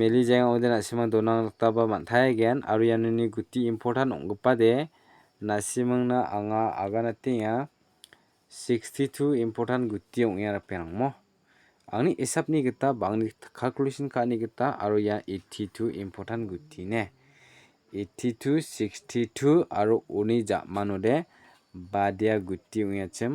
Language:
Garo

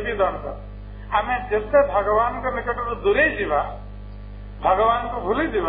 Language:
Odia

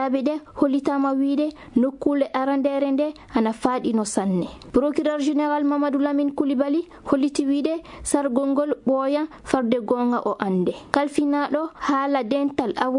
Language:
Fula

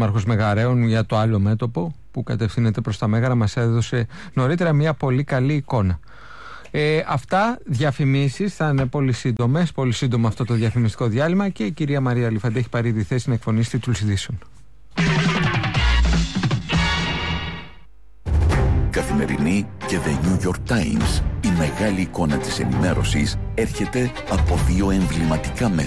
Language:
Greek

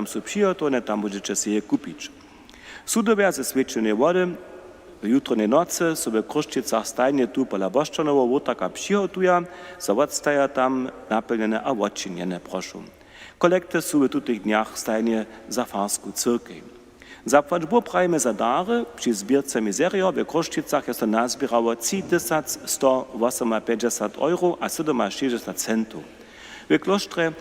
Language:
Upper Sorbian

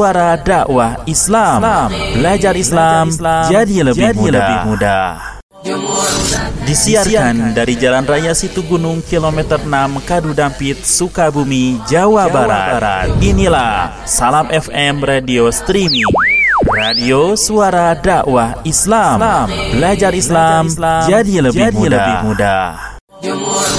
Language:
Indonesian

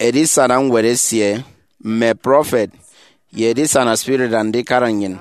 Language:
Efik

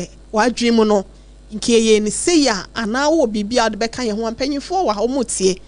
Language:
Akan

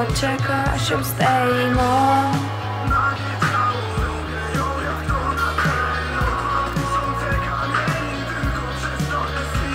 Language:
Polish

